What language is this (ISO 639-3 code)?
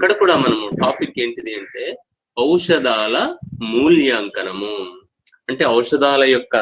tel